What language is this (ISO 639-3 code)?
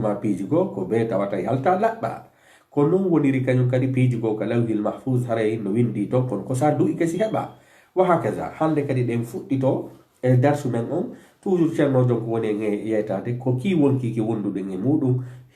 ful